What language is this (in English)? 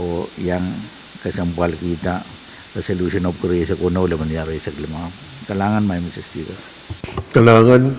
Pohnpeian